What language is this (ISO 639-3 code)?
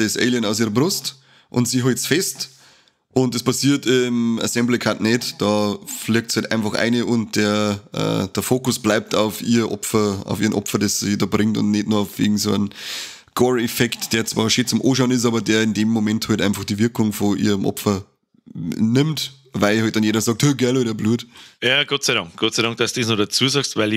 bar